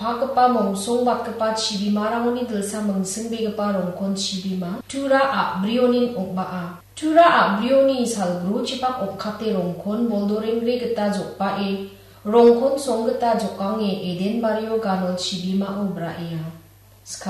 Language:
Garo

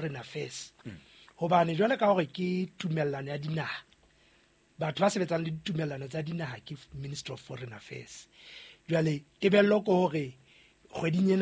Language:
Southern Sotho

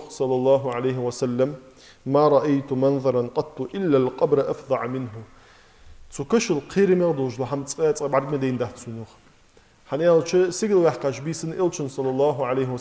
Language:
Ingush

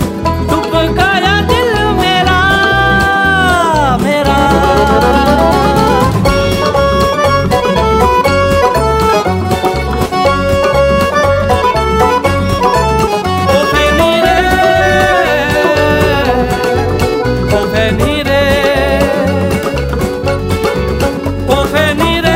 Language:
Hindi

